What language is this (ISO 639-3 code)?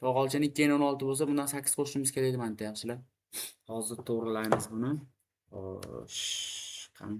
uzb